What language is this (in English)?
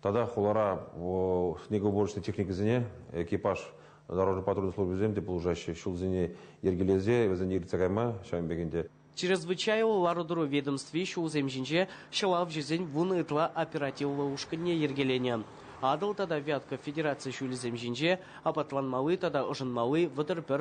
Chuvash